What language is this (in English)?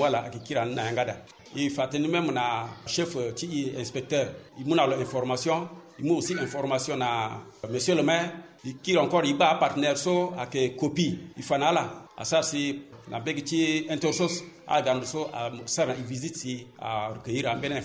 Sango